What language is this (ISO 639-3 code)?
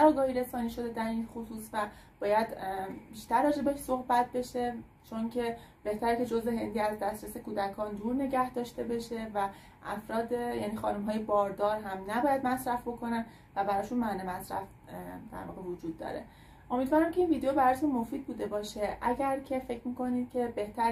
fas